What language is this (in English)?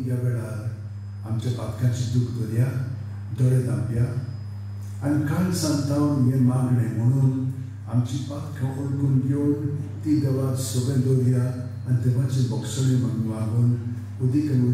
Konkani